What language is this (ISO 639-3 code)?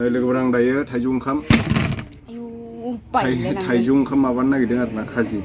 brx